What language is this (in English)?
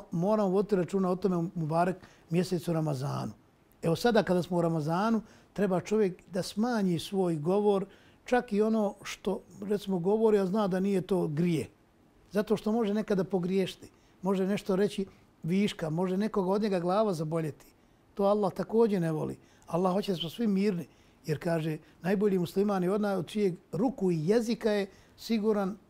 Bosnian